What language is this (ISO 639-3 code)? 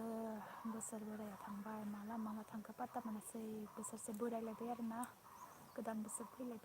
brx